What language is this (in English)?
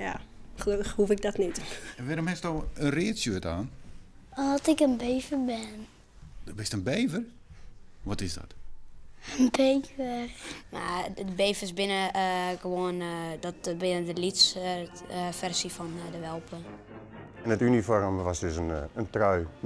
Western Frisian